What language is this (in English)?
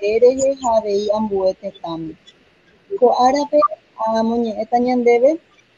Guarani